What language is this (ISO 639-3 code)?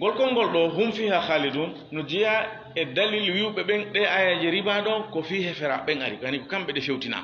ful